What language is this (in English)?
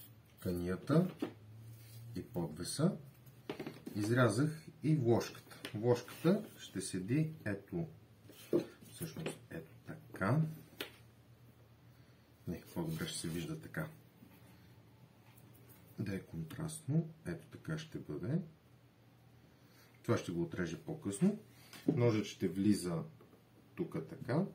Bulgarian